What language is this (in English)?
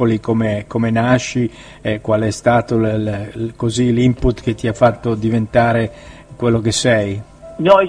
Italian